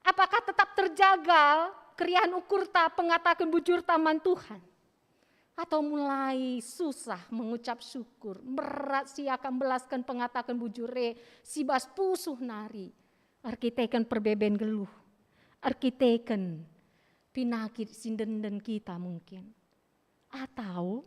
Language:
Batak Karo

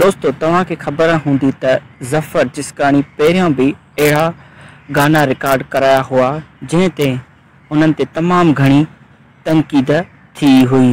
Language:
Sindhi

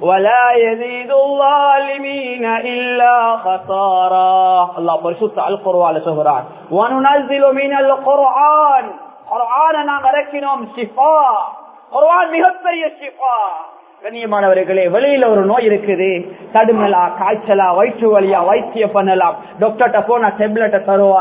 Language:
Tamil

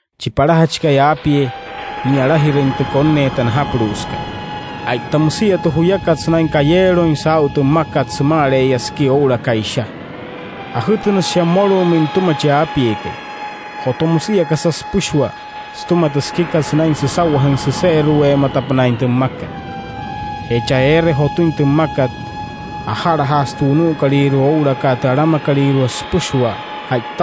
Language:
Wayuu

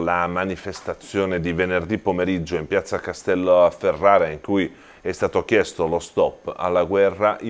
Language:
Italian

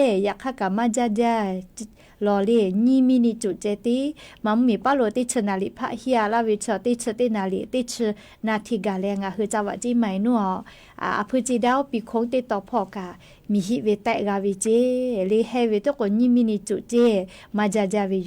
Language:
Lahu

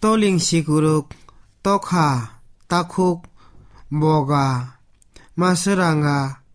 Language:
Kok Borok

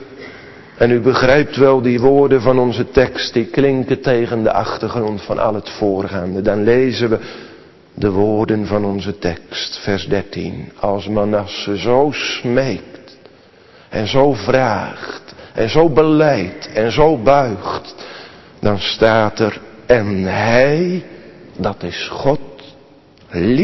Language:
Dutch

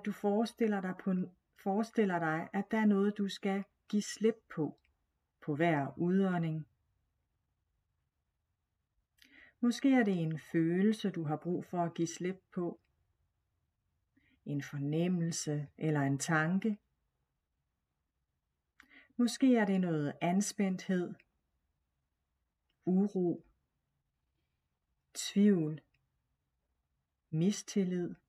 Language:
Danish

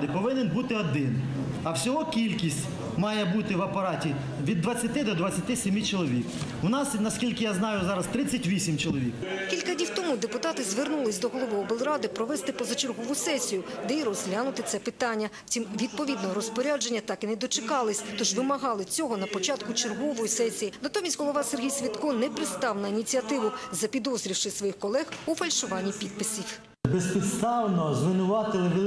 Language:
Ukrainian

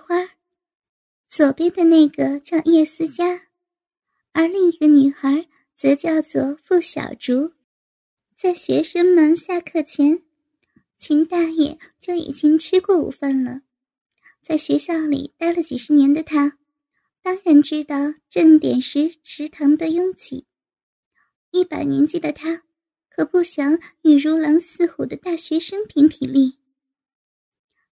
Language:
Chinese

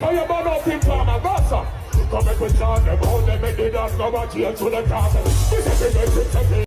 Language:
Jamaican Creole English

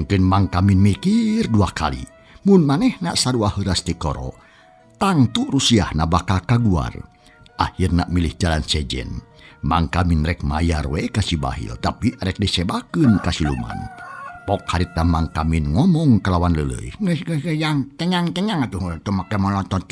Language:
Sundanese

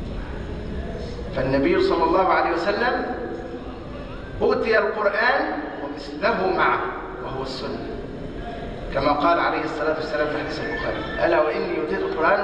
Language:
Arabic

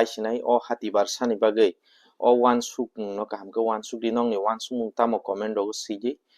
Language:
Kok Borok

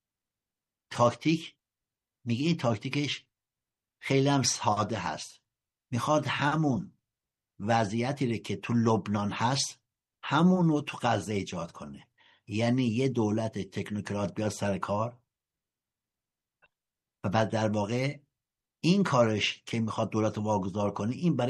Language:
Persian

